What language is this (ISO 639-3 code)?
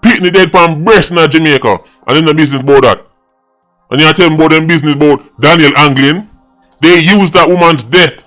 jam